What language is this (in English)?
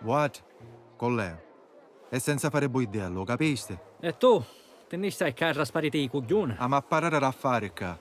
Sicilian